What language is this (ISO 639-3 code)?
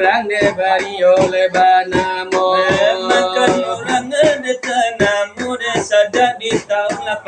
min